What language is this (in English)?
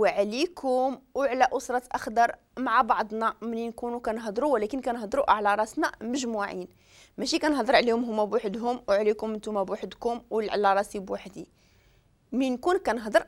Moroccan Arabic